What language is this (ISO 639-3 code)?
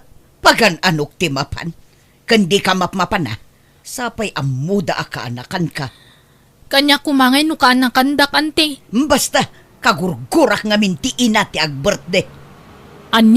ilo